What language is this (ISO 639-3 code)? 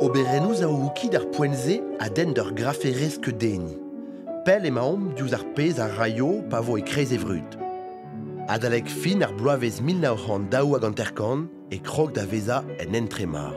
bre